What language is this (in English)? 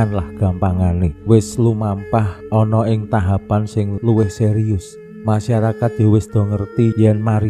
Javanese